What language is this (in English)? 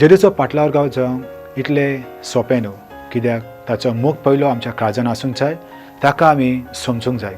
Konkani